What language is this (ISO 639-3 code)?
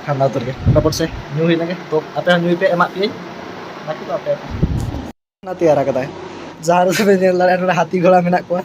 sat